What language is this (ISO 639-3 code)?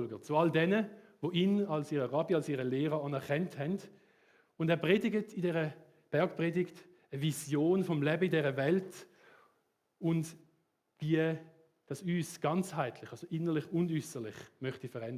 gsw